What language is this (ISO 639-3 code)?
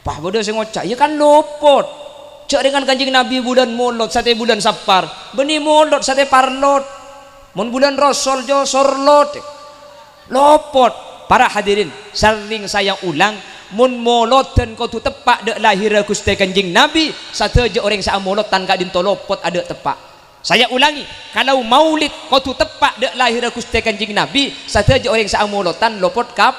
mad